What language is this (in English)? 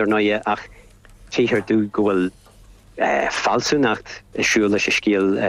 Irish